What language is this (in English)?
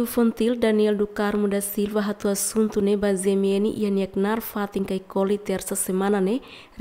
Tetum